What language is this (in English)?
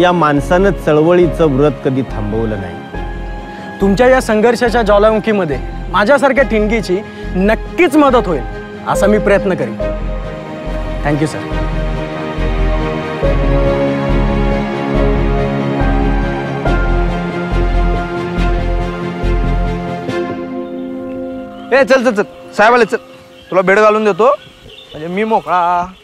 Marathi